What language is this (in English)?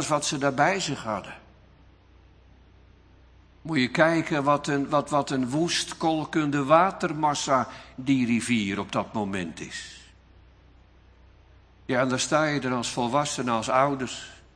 Dutch